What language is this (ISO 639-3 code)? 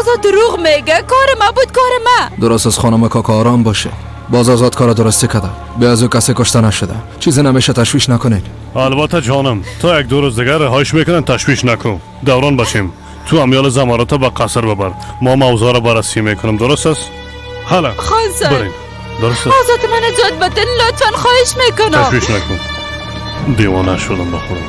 fas